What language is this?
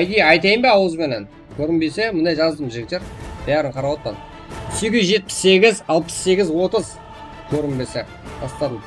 Kara-Kalpak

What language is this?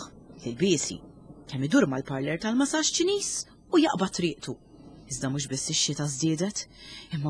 Maltese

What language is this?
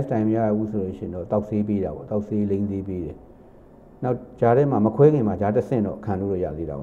Burmese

